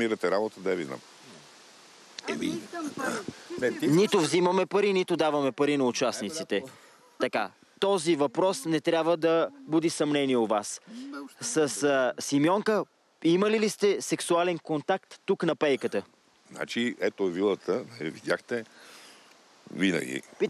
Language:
Bulgarian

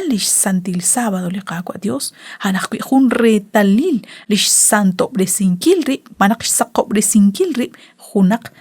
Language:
Kekchí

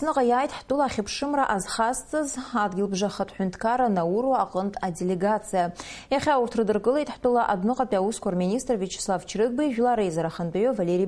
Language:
Abkhazian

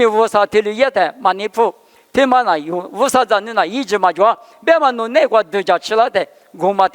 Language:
Lisu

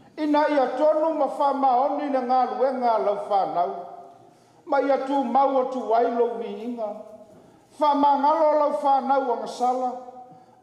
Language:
Samoan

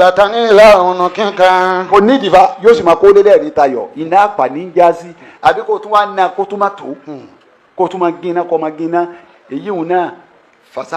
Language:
Yoruba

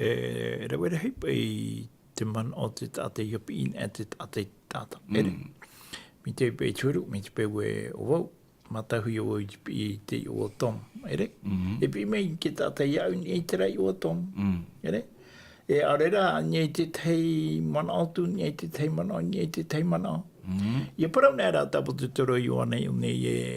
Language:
Tahitian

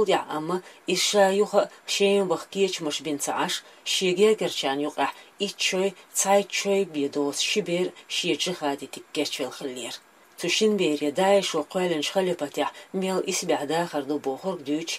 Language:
Chechen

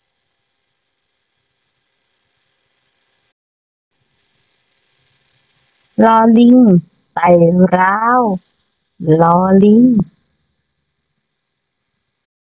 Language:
Thai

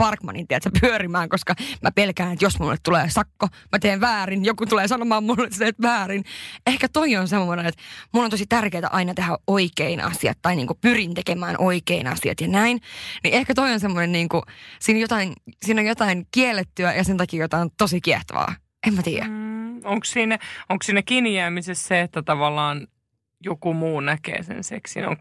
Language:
Finnish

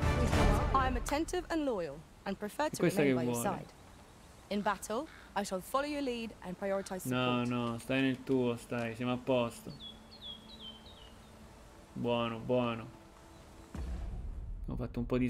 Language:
Italian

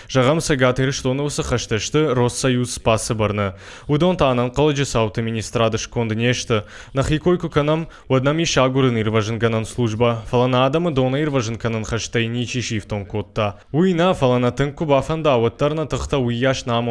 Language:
Ossetic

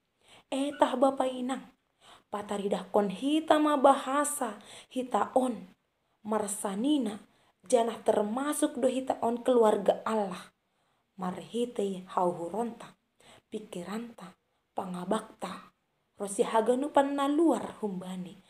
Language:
Batak Simalungun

